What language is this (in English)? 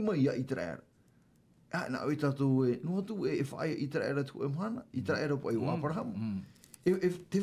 Tahitian